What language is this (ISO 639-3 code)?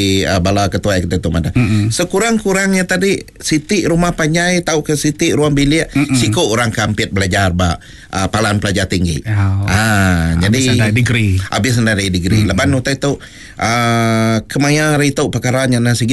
iba